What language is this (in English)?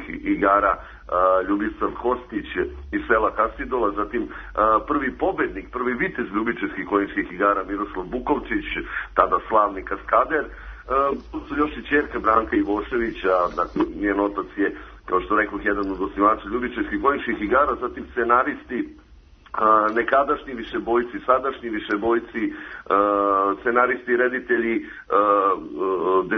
Serbian